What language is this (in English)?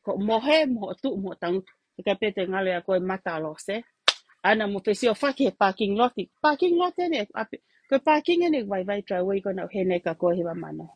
Tongan